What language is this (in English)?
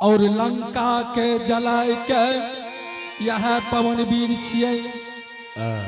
Angika